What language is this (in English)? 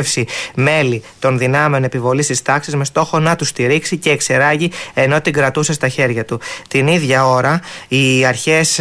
Greek